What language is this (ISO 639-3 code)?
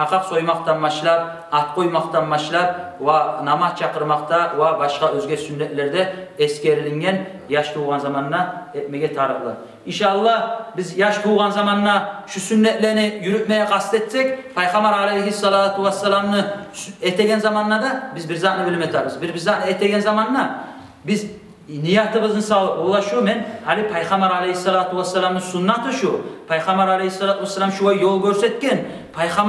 kum